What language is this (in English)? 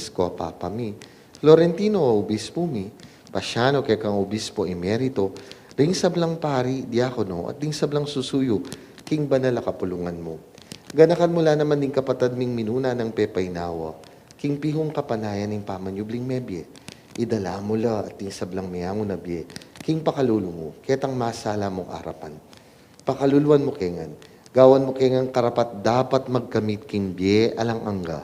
Pampanga